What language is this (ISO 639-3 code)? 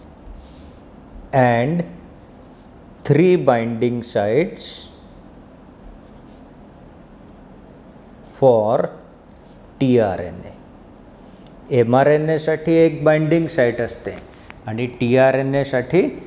mar